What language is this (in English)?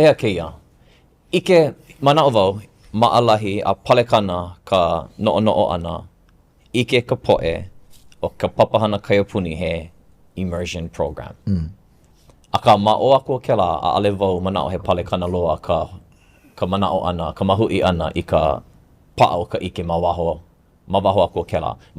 Hawaiian